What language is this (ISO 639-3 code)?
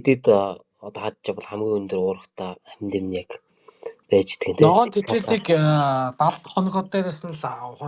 mon